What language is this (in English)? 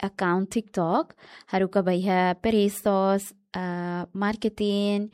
Tetum